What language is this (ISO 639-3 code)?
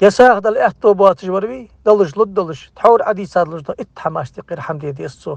inh